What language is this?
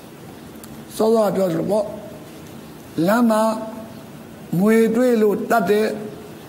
Burmese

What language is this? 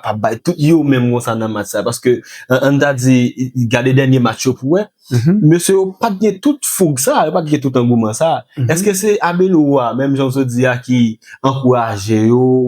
Haitian Creole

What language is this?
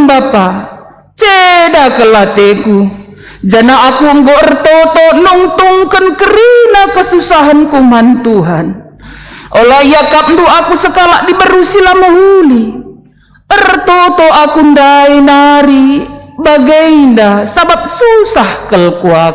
Batak Karo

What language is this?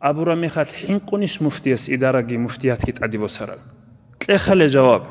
Avaric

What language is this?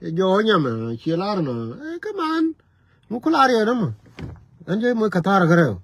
Nuer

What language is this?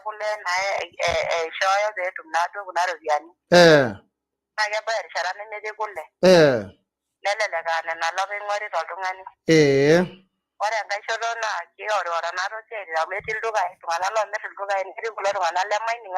Masai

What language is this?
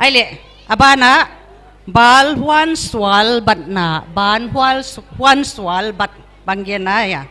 Paite Chin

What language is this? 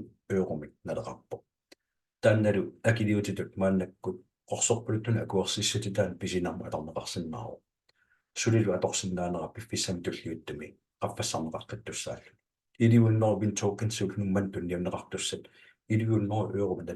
Kalaallisut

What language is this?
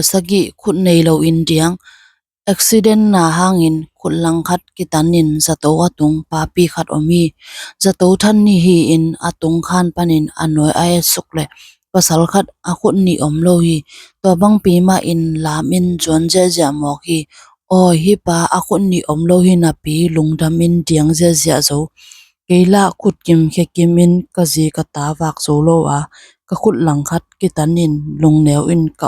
Tedim Chin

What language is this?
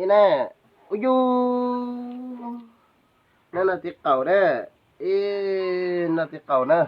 Hmong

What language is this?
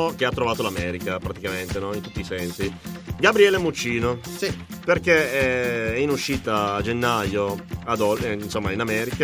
Italian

